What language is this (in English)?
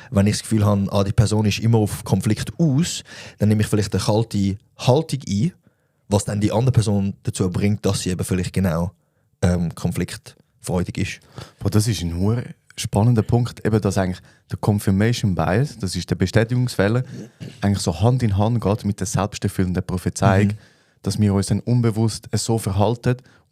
Swiss German